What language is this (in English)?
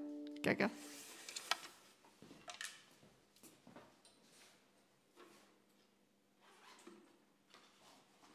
Icelandic